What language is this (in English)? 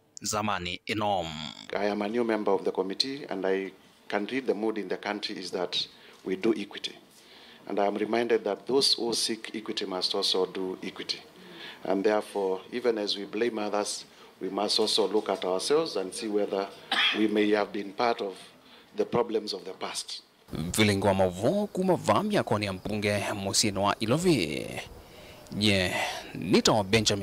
Kamba